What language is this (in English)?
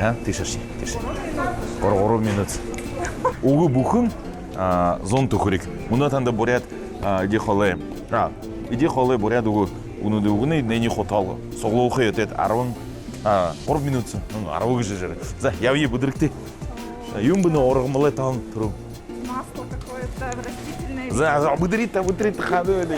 Buriat